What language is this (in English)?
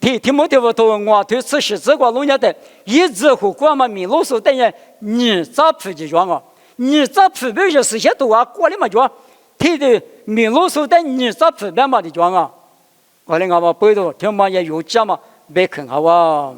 Lisu